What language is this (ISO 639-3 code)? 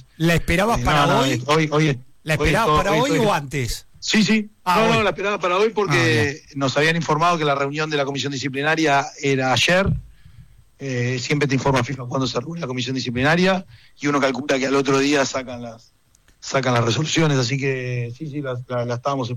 spa